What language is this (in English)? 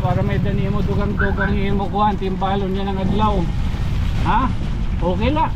Waray